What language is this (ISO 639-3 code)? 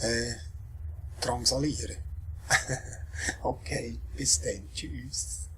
gsw